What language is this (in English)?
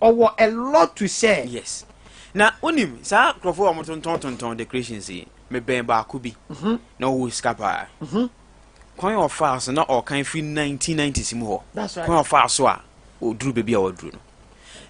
Akan